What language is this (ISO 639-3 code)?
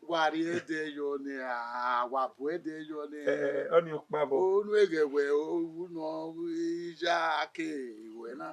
bin